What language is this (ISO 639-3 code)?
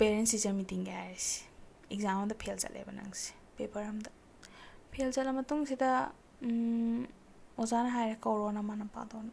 mni